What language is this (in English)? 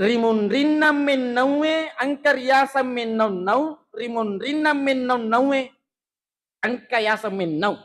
Buginese